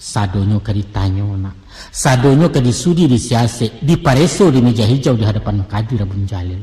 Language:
Minangkabau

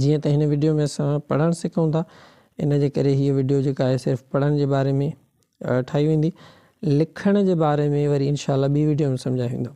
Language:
Sindhi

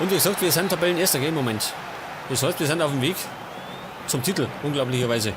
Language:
Bavarian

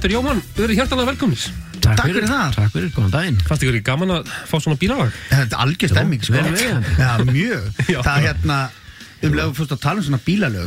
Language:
Icelandic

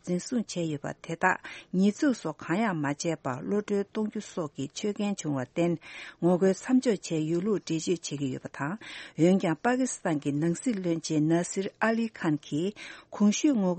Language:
Tibetan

